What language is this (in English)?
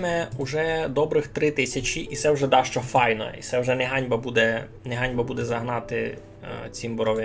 Rusyn